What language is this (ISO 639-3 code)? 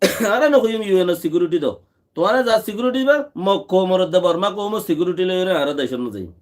rhg